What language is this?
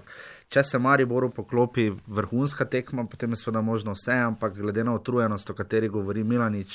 Slovenian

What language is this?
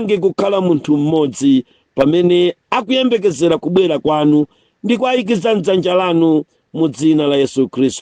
Nyanja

